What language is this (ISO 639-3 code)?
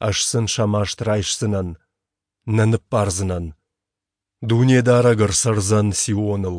oss